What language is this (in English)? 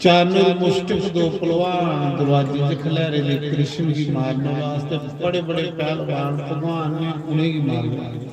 Dogri